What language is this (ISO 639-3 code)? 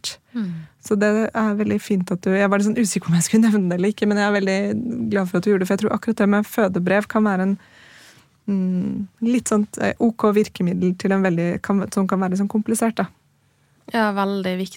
nor